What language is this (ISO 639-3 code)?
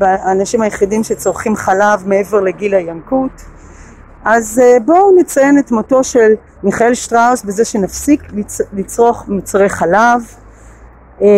heb